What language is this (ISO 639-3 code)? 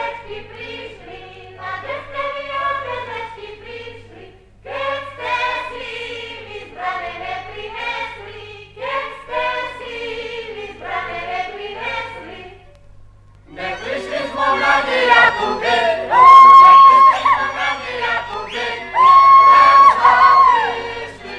slk